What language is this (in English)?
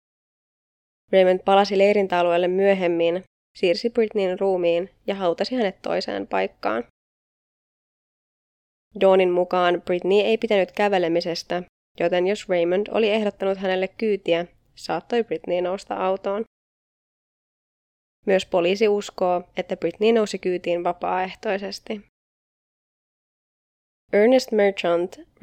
Finnish